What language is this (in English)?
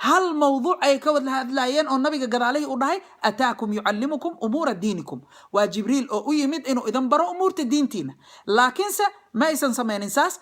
Somali